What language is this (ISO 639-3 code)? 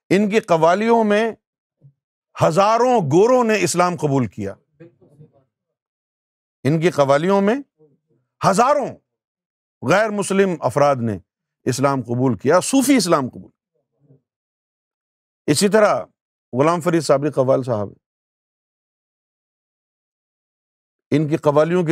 urd